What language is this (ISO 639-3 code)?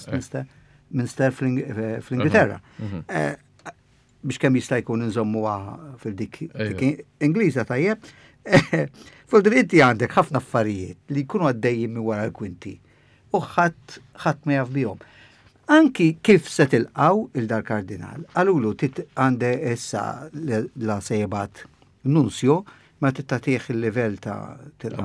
mlt